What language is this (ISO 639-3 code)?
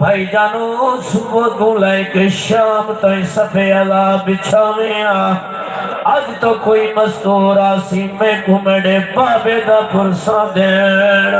skr